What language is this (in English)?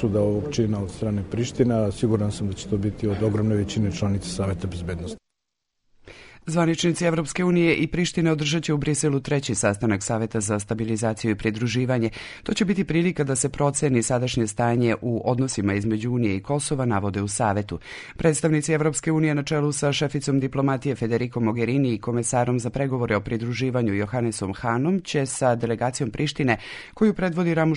Serbian